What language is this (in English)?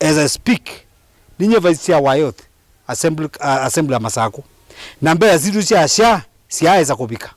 Kamba